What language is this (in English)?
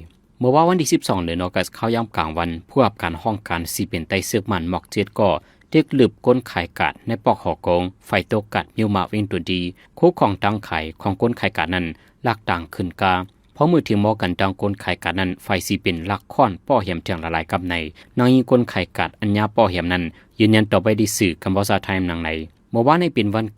Shan